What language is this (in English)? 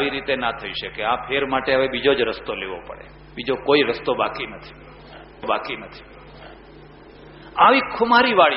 Gujarati